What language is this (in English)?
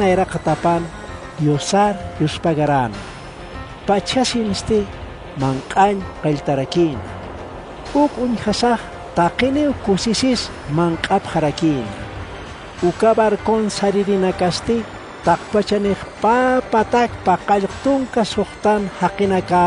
Aymara